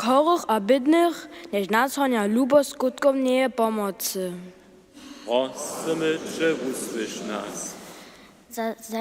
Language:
Upper Sorbian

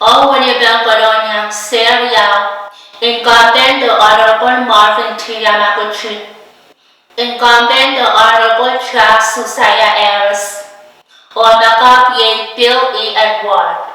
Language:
Pohnpeian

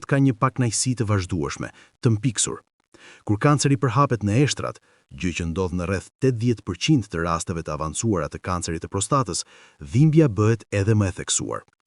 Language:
Albanian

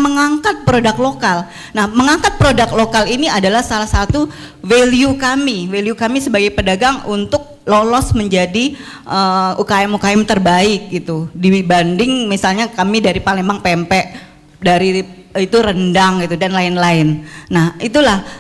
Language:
Indonesian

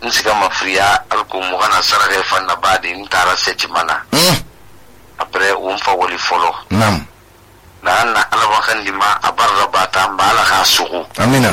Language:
Susu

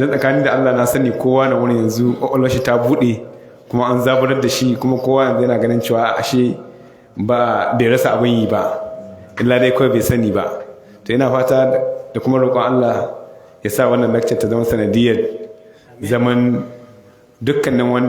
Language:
Hausa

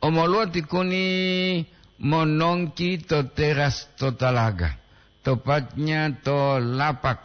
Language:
Gorontalo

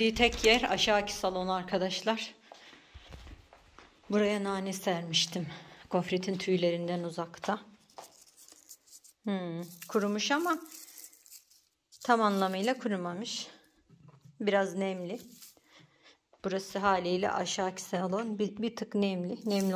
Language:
Turkish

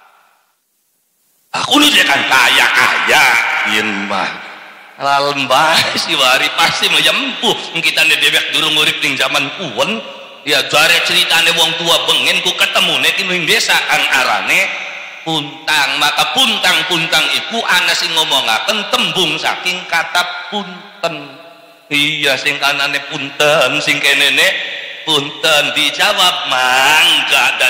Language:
Javanese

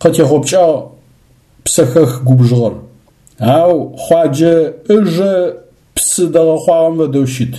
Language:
Adyghe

